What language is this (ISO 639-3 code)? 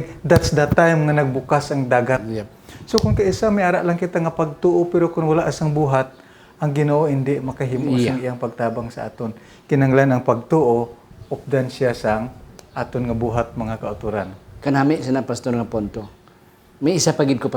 hil